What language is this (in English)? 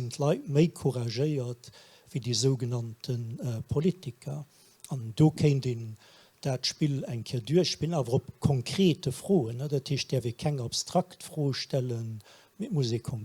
Luxembourgish